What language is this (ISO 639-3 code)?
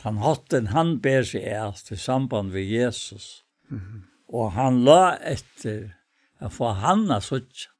fao